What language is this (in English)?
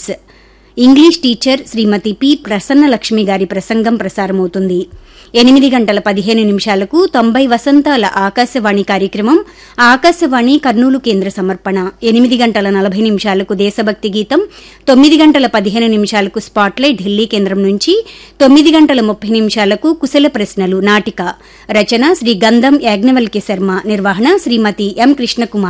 Telugu